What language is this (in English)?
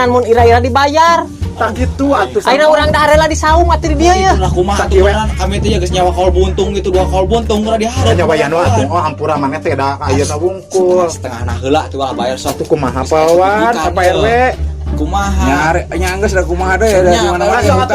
Sundanese